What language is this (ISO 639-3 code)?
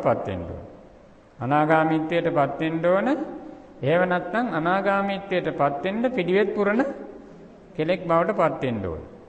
sin